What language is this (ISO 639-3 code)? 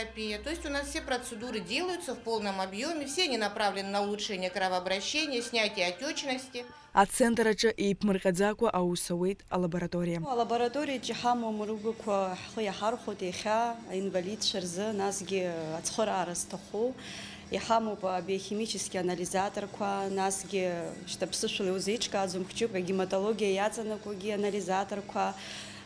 abk